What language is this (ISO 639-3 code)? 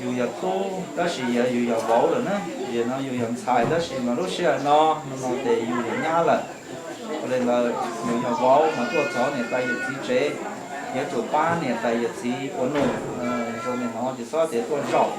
hmn